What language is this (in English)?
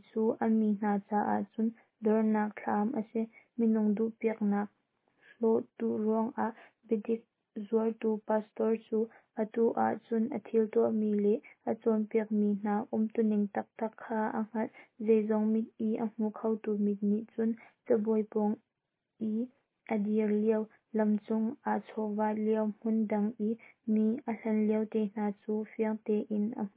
Hakha Chin